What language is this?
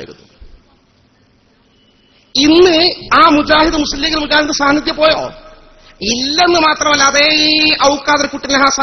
Malayalam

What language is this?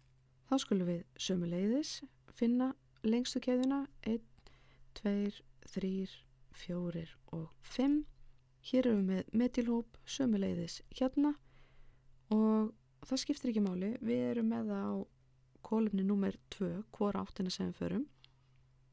Icelandic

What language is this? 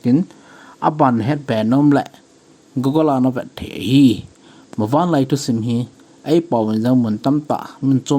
Thado Chin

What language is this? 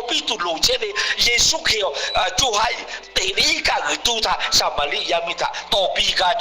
Lahu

